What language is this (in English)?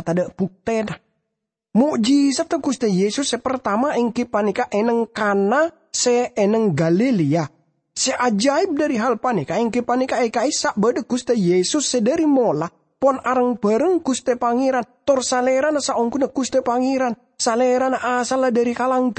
Madurese